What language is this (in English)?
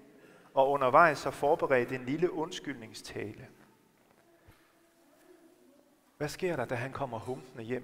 Danish